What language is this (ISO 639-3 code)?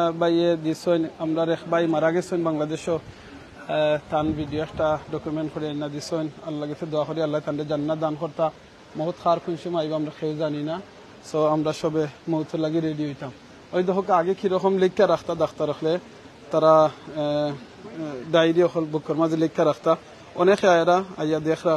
syl